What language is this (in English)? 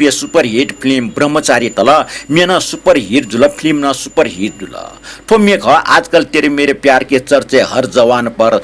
Newari